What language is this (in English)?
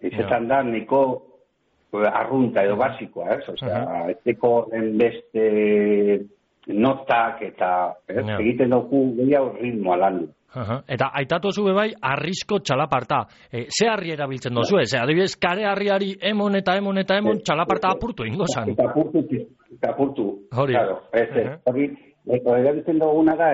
Basque